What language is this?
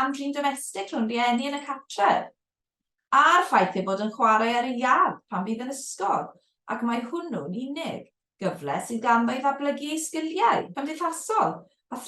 Welsh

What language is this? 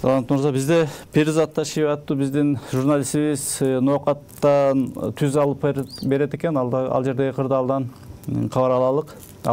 Kyrgyz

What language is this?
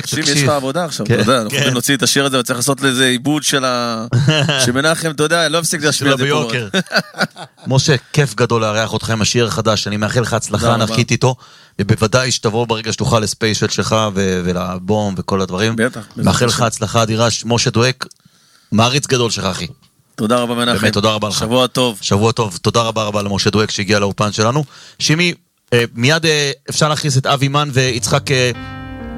Hebrew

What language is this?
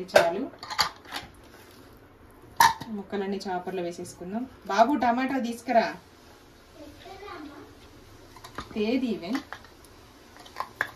Telugu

